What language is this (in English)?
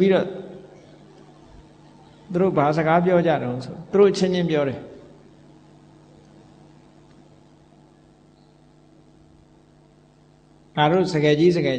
Burmese